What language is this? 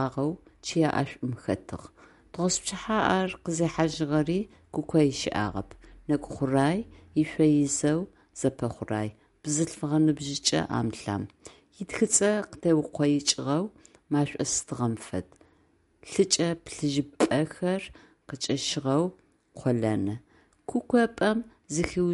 Adyghe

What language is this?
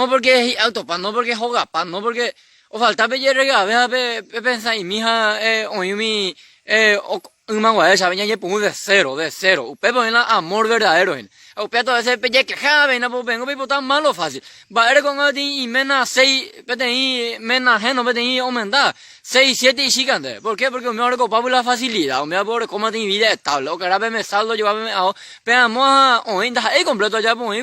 Guarani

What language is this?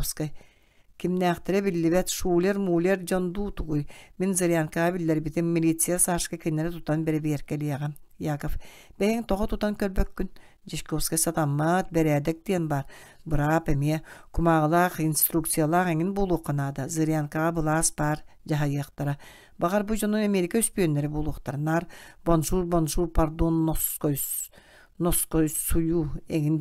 Yakut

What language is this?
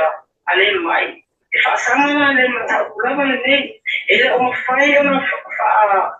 Samoan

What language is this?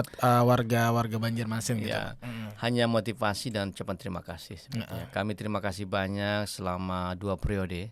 Banjar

